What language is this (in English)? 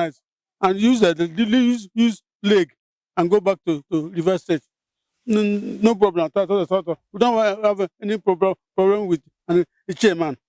Igbo